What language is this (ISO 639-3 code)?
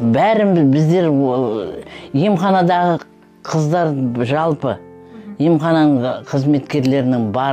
kaz